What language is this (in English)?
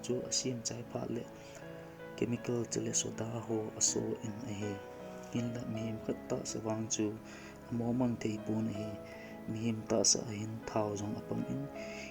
Thado Chin